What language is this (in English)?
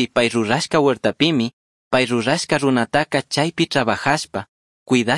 Chimborazo Highland Quichua